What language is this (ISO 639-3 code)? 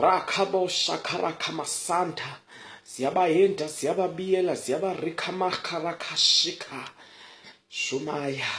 zul